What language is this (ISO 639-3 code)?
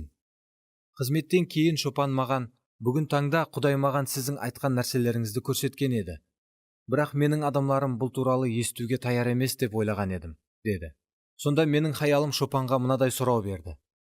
kaa